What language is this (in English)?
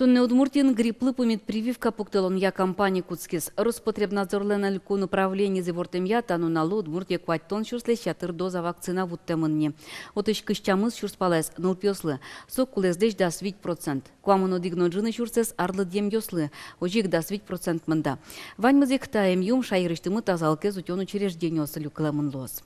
Udmurt